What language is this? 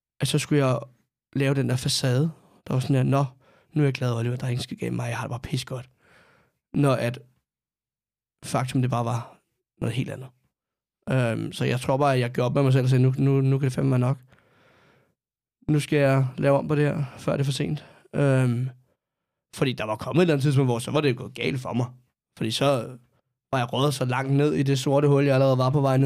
Danish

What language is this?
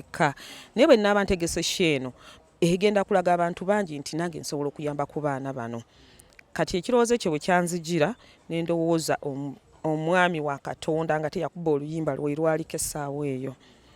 Ganda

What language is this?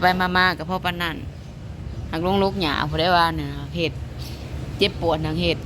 Lao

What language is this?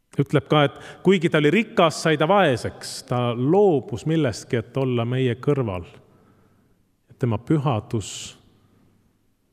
Estonian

